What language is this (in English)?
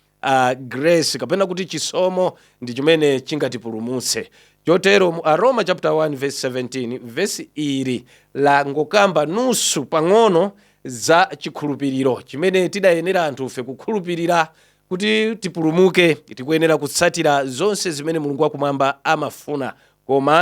Nyanja